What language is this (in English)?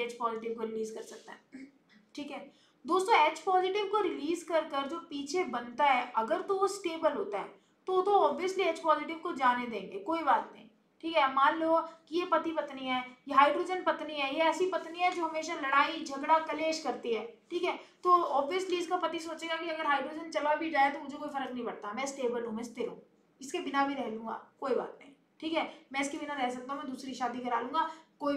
Hindi